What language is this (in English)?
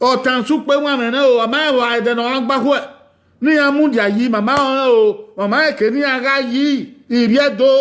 Bini